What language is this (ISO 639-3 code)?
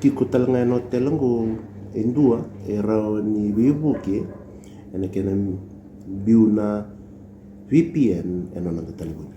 fij